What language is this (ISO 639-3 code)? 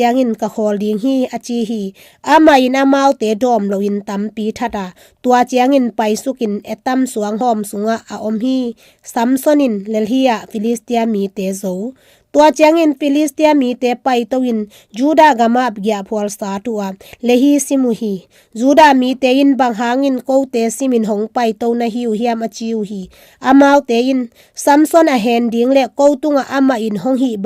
ctd